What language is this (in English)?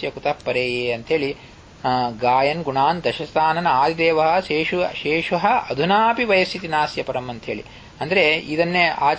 Kannada